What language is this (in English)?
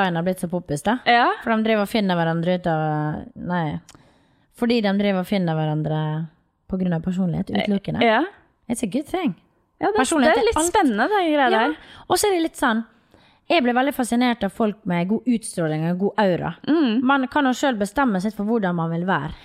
Norwegian